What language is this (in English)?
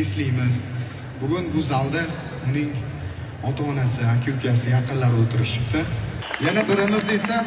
Uzbek